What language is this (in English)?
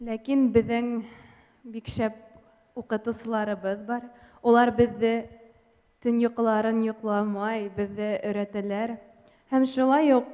Bashkir